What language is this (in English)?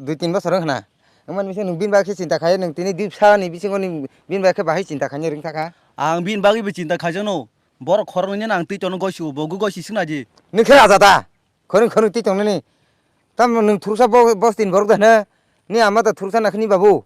Kok Borok